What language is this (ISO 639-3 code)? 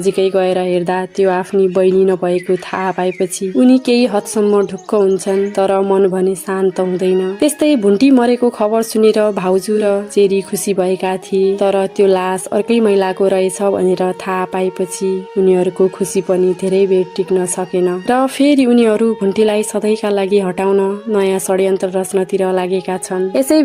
nep